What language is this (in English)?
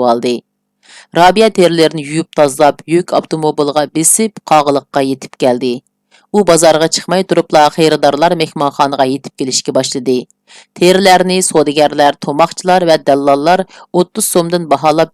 Uyghur